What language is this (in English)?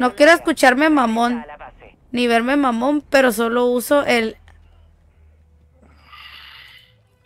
Spanish